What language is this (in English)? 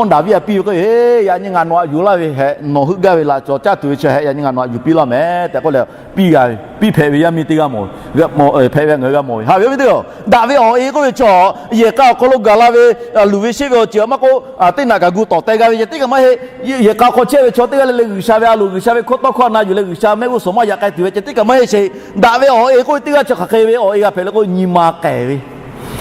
Lahu